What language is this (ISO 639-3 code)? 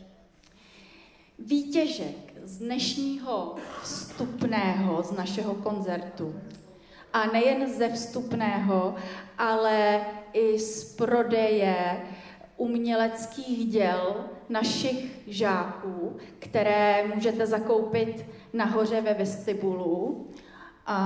ces